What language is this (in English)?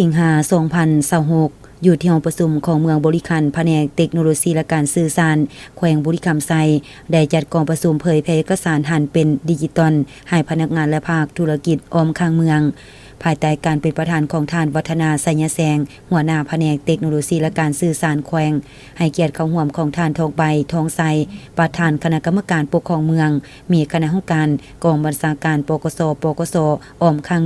Lao